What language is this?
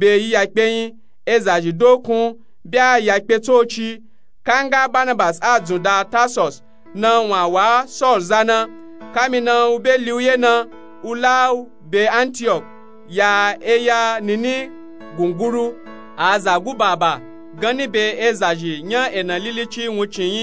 Nupe-Nupe-Tako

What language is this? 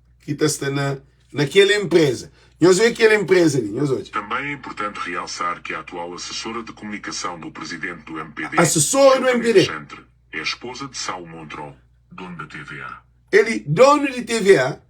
Kabuverdianu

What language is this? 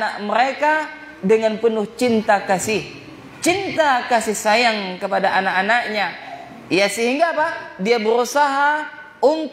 Indonesian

